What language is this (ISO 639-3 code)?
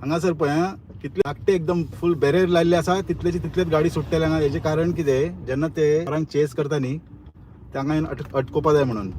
kok